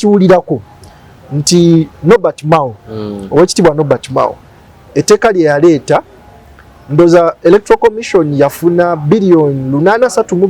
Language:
Ganda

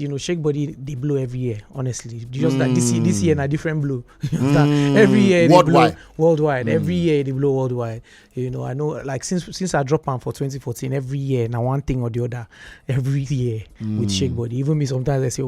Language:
Nigerian Pidgin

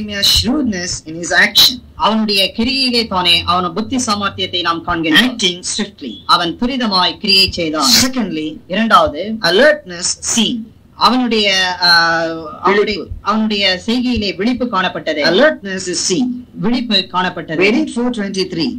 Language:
Tamil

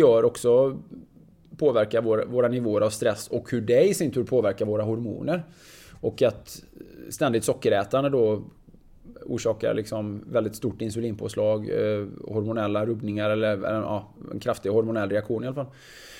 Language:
Swedish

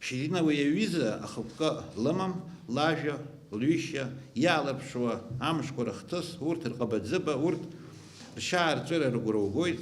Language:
Abkhazian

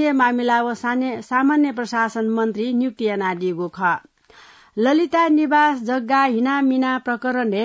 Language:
Newari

